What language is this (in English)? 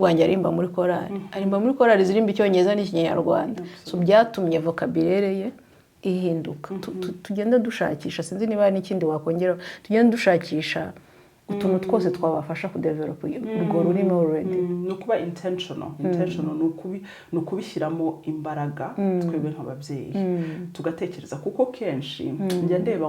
Kinyarwanda